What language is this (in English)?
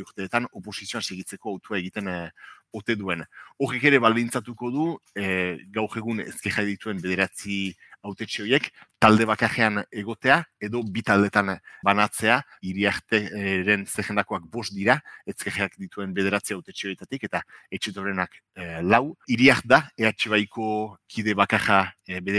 Basque